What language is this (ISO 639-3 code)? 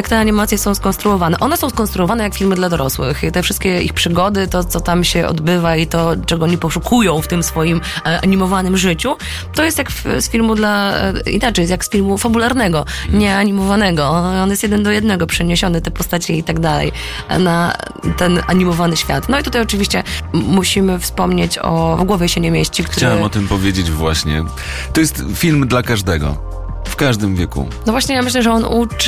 pol